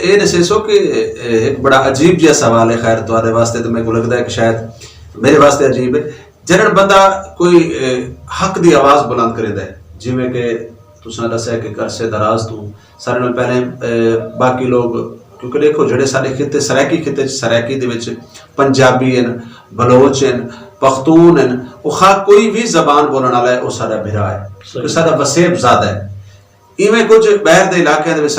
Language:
Saraiki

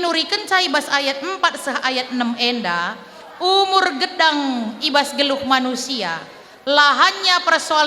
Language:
Batak Karo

